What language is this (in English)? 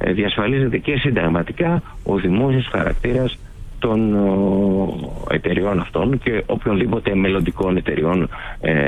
Greek